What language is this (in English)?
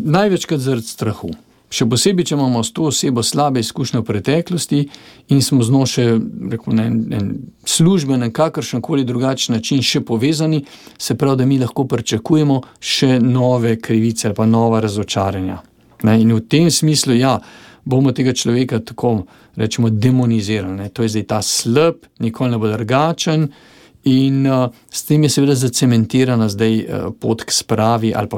Slovenian